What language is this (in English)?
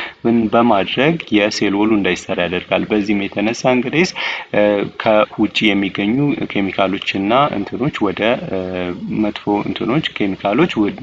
Amharic